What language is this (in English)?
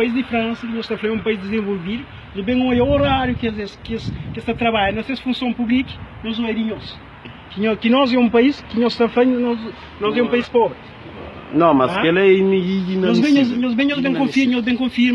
Kabuverdianu